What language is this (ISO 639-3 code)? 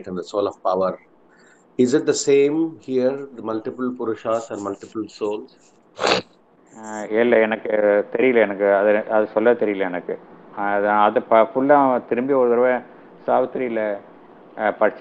tam